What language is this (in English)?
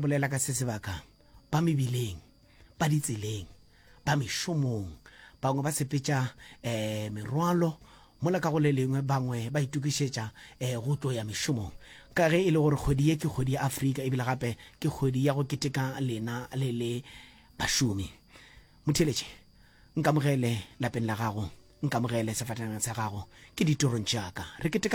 Northern Sotho